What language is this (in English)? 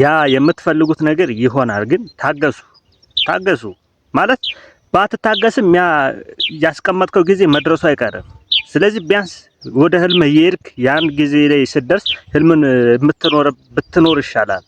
Amharic